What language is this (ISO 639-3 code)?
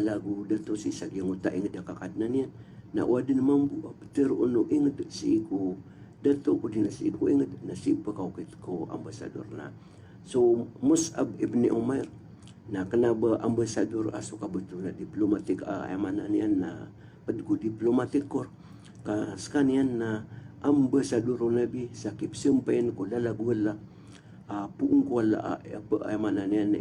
mrw